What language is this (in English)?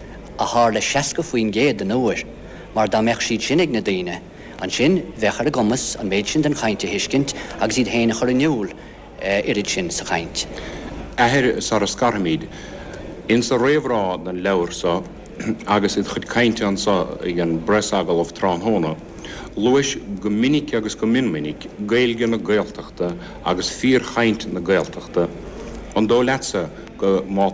Irish